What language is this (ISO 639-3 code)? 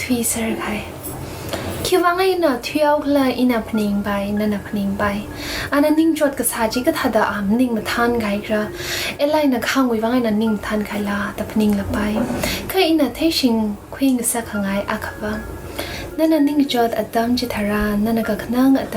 nmf